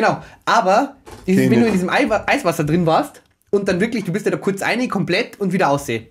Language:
Bavarian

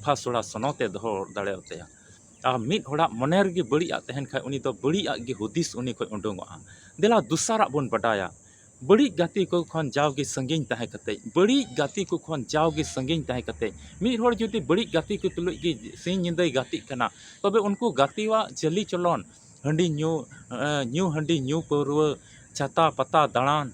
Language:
Santali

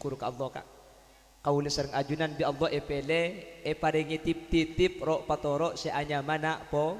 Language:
Madurese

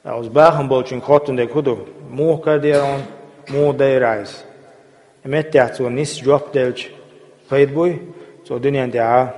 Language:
Chechen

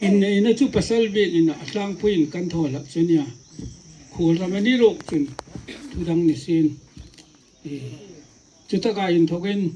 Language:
Hmar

